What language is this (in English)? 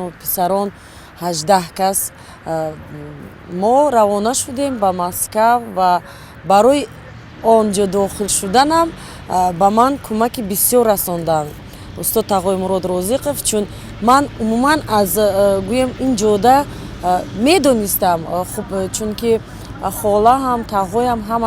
Tajik